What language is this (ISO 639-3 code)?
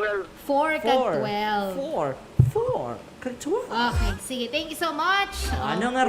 hil